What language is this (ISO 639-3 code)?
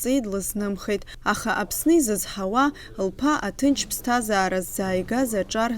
abk